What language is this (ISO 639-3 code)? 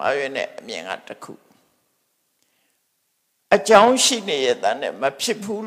mya